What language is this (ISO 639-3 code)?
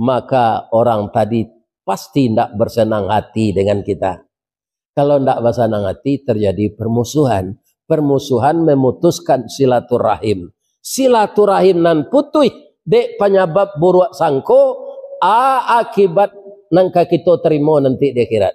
min